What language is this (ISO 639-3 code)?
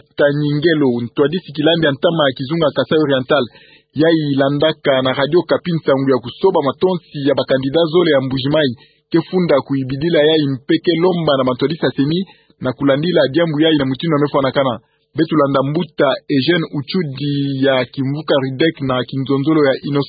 ktu